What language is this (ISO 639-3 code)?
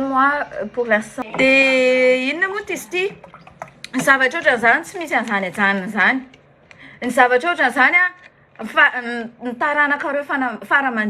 mlg